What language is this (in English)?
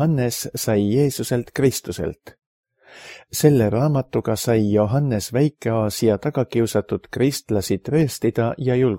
Estonian